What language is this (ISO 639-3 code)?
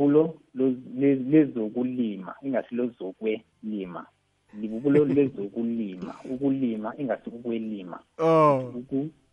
nbl